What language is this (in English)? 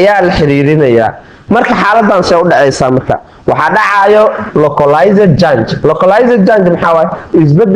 Somali